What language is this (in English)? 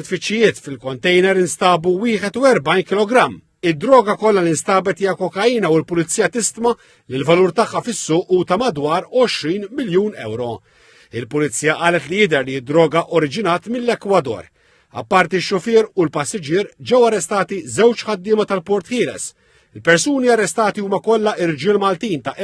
Maltese